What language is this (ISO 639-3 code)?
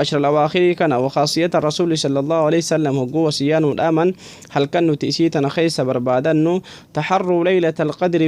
orm